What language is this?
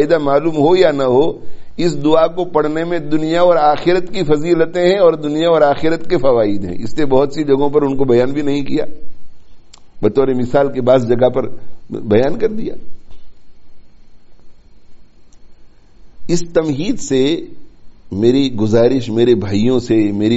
Urdu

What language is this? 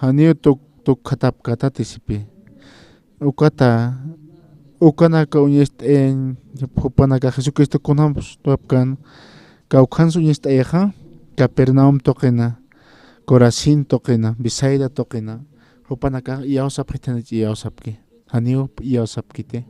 Aymara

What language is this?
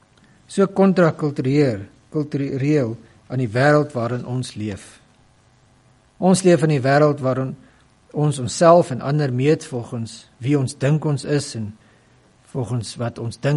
Afrikaans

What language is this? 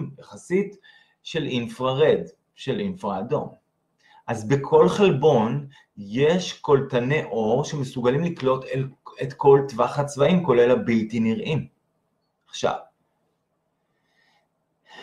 Hebrew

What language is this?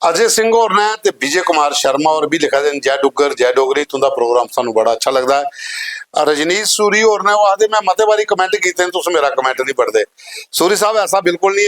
Dogri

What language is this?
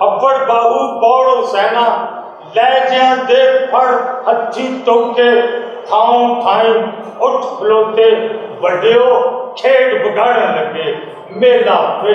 Western Panjabi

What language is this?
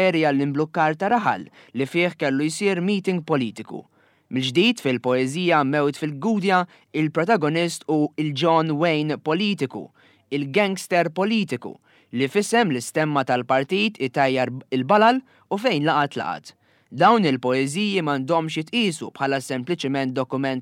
Maltese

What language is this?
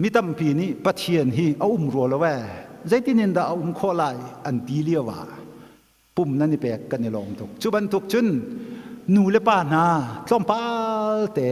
Hakha Chin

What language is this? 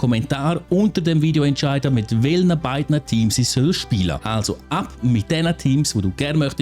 Swiss German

